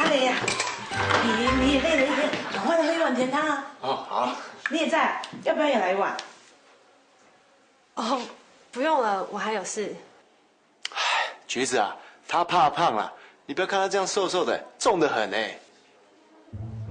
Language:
Hakka Chinese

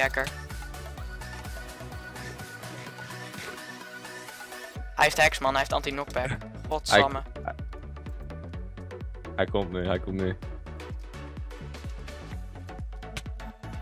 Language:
Dutch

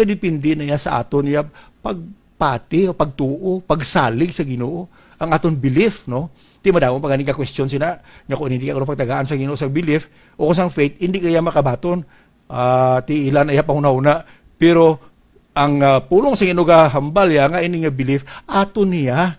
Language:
Hiligaynon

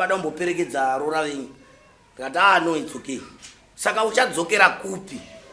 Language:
Shona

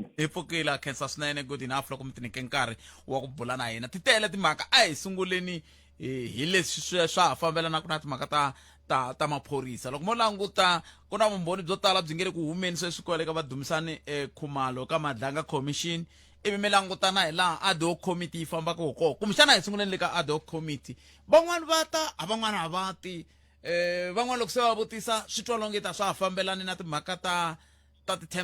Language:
Tsonga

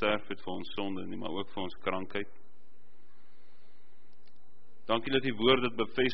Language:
Afrikaans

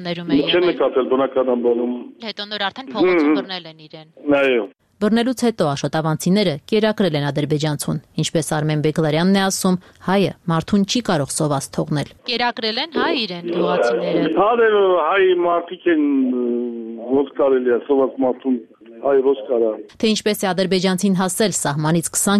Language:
Armenian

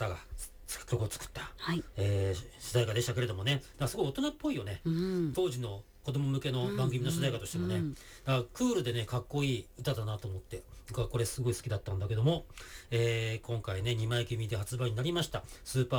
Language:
Japanese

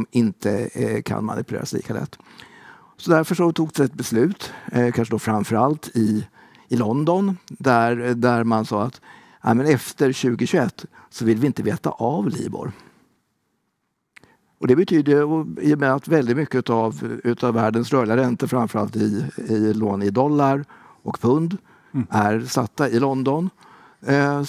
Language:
Swedish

